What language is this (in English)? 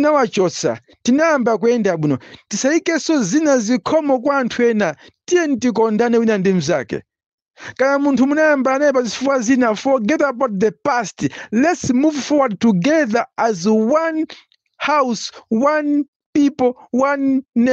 Nyanja